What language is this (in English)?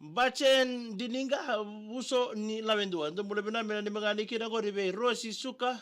Fijian